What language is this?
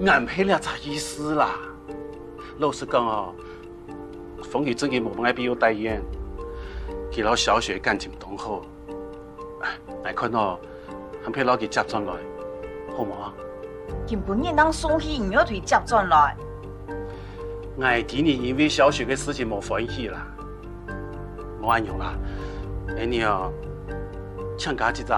Hakka Chinese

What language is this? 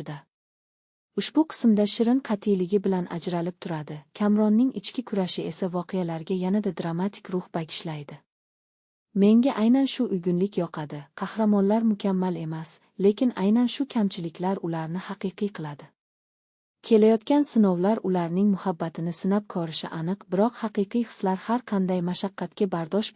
Uzbek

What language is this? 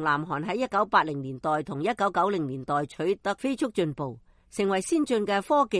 Cantonese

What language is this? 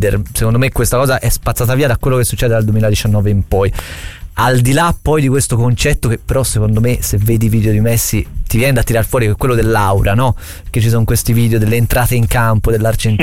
Italian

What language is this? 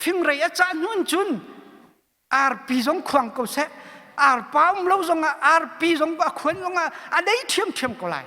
Hakha Chin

